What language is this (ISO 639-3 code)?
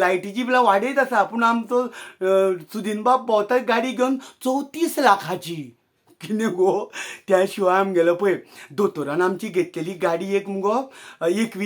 kok